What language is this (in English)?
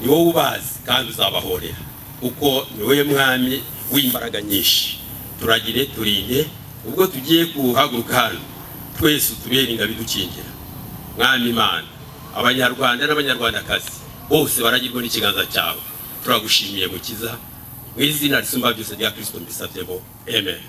Kinyarwanda